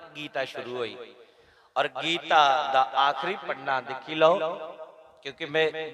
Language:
Dogri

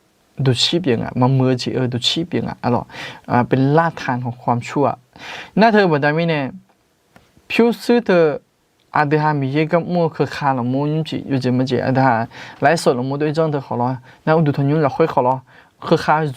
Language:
Akha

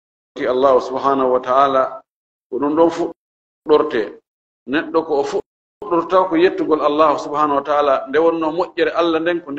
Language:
Fula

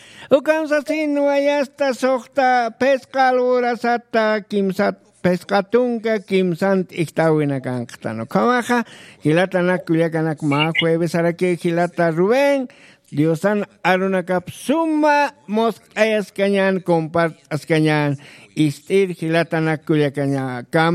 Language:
Aymara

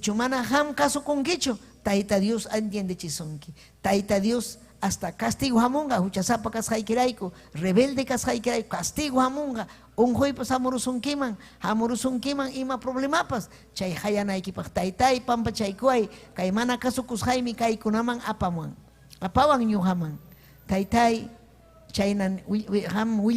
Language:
Ayacucho Quechua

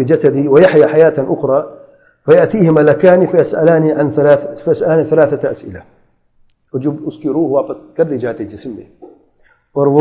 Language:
Urdu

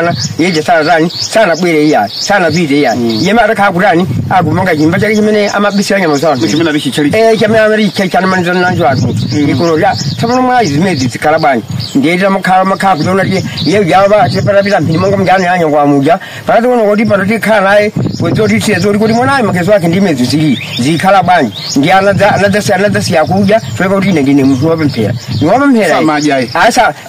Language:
Nyanja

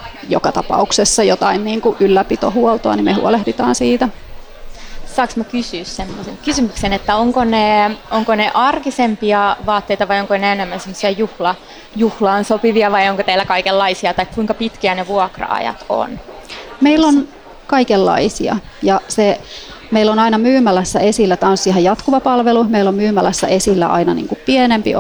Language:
Finnish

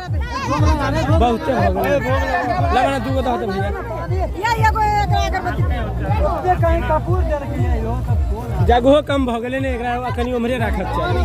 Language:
Maithili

